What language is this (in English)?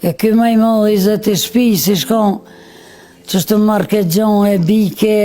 Albanian